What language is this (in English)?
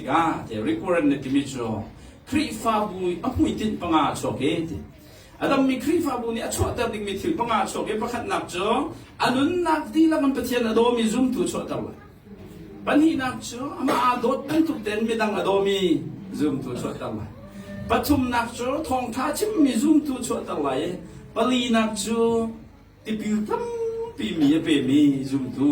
Hakha Chin